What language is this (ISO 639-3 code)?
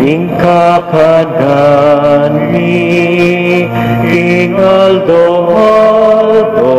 pam